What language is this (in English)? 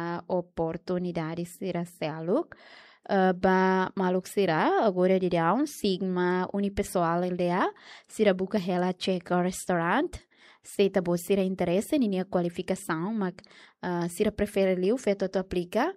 Tetum